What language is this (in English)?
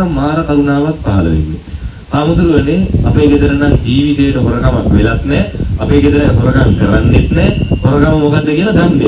Sinhala